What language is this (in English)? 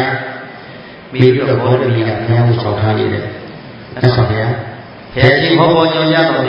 Burmese